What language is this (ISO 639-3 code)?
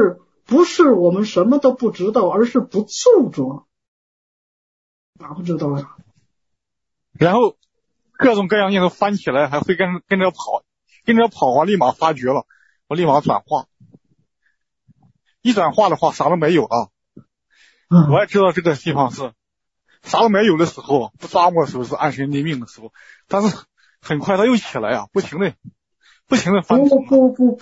zho